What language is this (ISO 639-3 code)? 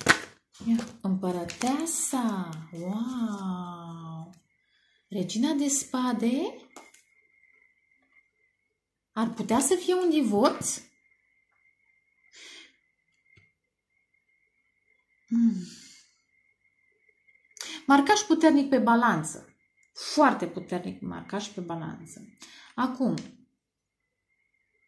ron